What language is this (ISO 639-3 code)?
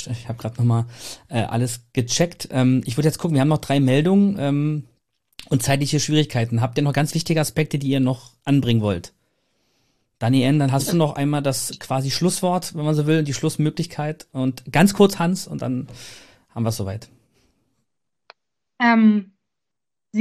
deu